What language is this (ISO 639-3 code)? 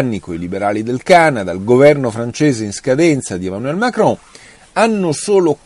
ita